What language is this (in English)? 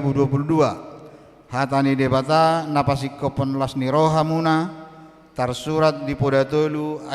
Batak Toba